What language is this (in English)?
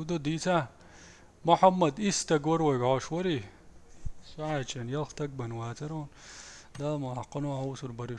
Chechen